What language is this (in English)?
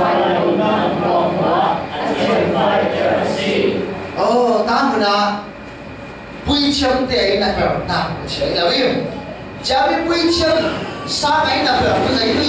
Falam Chin